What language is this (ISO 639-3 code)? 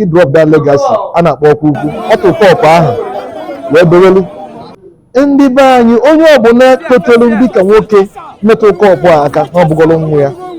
ibo